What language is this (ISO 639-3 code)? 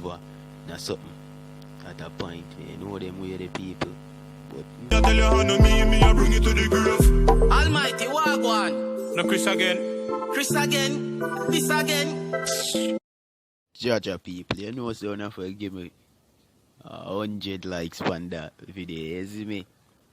jam